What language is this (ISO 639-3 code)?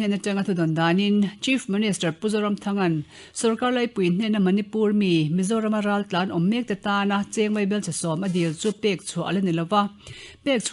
lus